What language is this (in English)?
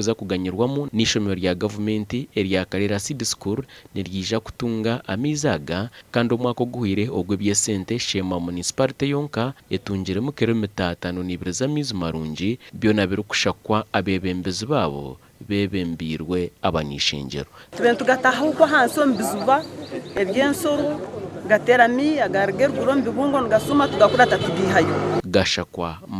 Nyankole